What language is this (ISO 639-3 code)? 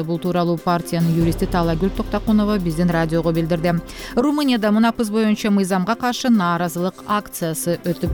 kir